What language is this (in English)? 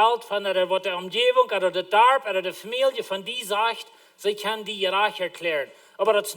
Plautdietsch